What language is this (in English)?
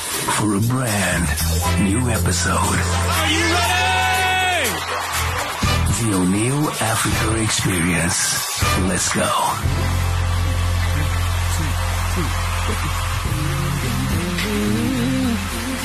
English